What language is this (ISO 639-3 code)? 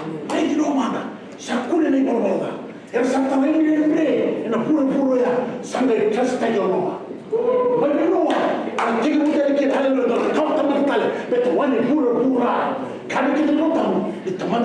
fij